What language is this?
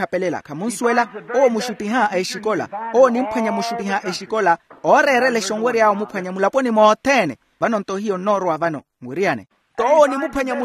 Makhuwa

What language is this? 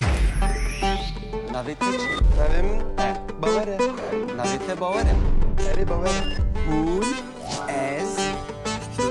Kurdish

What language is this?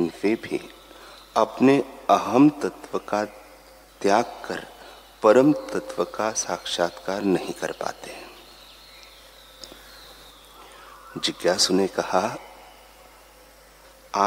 Hindi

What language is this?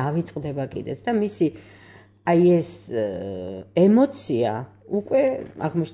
Georgian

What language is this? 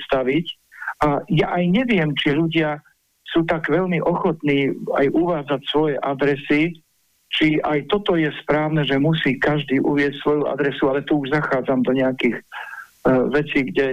Slovak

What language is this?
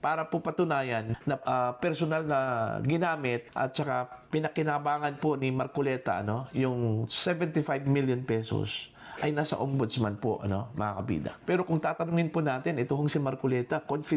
Filipino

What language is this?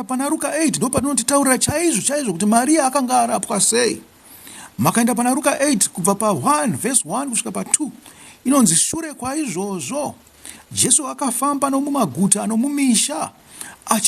Shona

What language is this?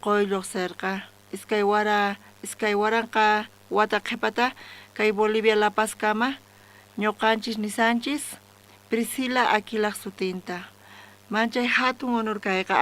South Bolivian Quechua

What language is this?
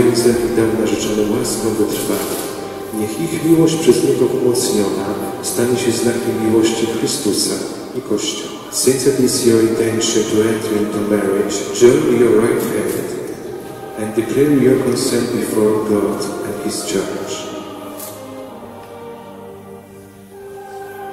Polish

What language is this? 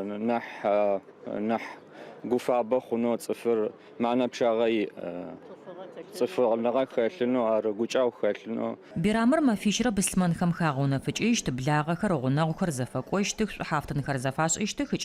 Adyghe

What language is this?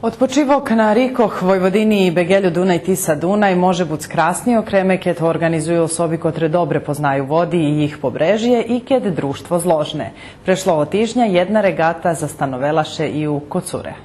Rusyn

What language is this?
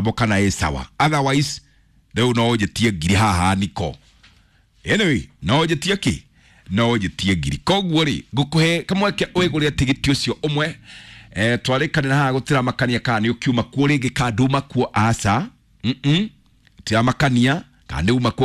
Kikuyu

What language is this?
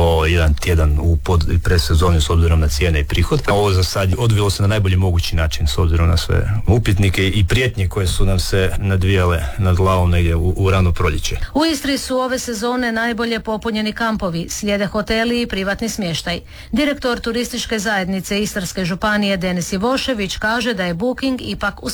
Croatian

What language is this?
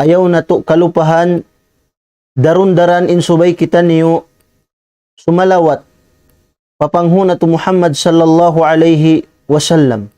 Tausug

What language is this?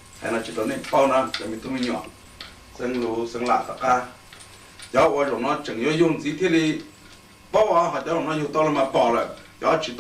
Hmong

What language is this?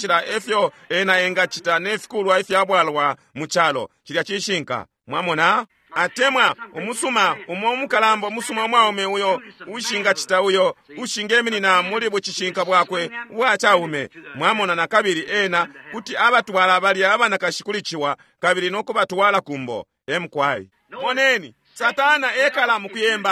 Bemba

